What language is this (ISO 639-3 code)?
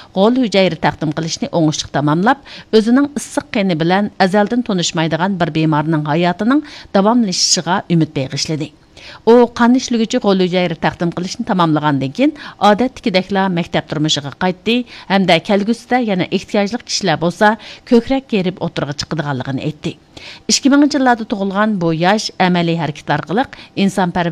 uig